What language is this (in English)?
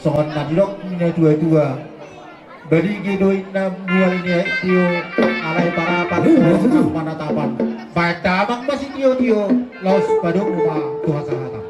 Batak Toba